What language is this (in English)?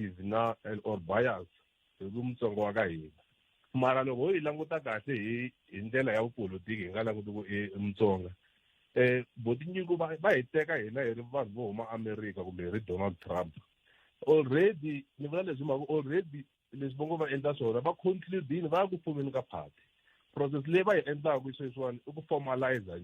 Tsonga